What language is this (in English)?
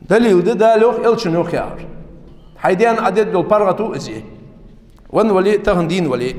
Ingush